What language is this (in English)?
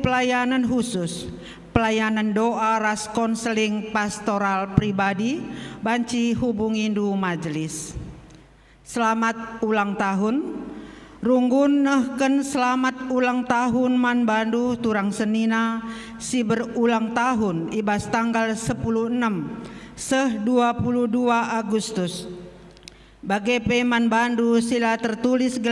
Batak Karo